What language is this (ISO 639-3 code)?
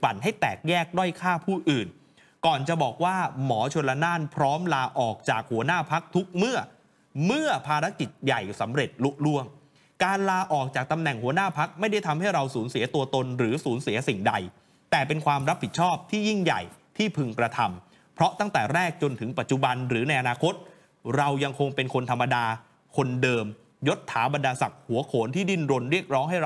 tha